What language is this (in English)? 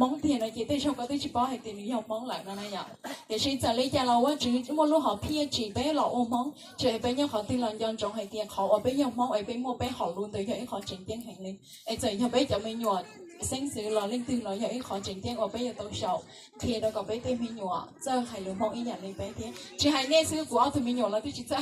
Hmong